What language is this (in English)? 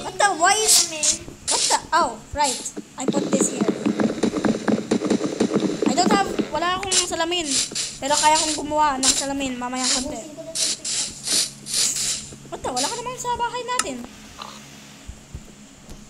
Filipino